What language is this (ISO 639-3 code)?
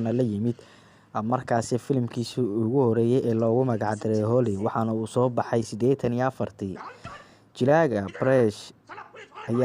som